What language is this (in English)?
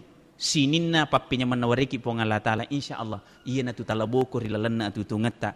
Buginese